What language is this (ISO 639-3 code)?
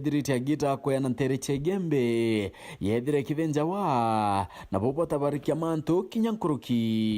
mer